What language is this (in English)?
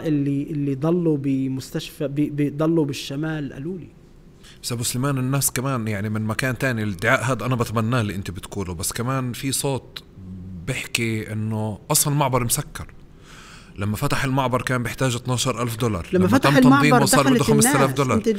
North Levantine Arabic